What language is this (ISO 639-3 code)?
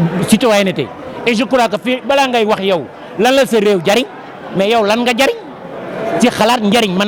wol